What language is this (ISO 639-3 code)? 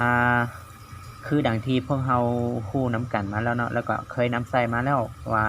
lao